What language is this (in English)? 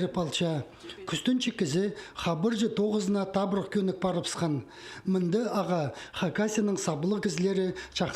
Khakas